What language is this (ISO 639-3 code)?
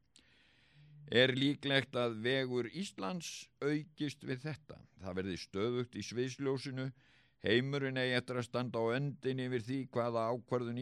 isl